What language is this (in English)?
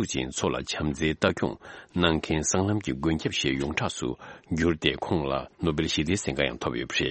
Tibetan